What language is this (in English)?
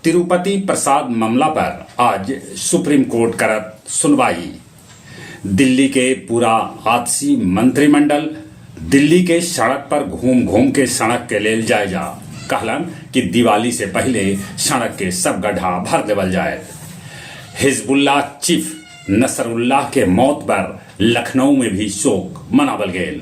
Magahi